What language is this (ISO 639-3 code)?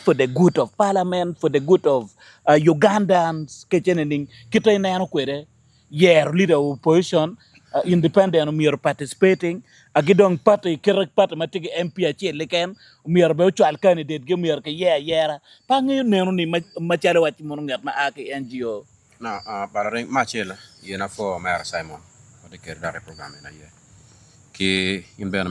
ach